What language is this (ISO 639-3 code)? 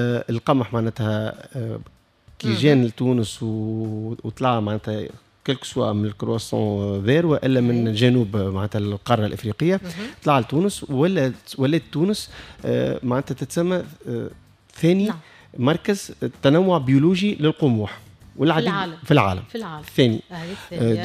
aeb